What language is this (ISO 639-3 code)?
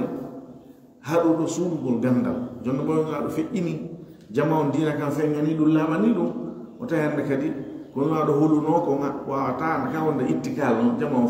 ful